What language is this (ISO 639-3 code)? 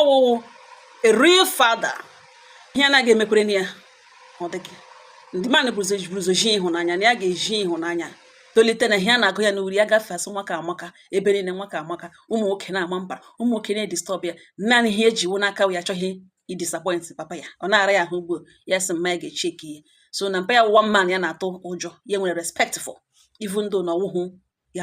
ibo